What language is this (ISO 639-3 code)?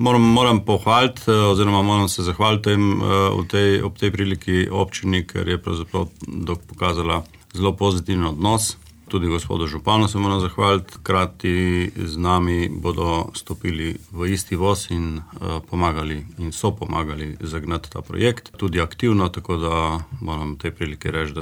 slv